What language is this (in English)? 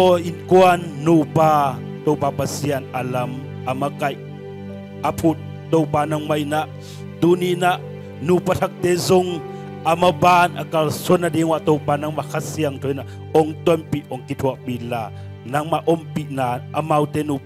Tedim Chin